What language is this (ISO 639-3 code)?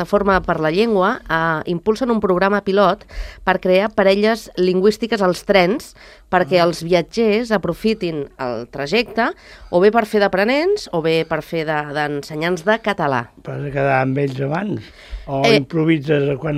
cat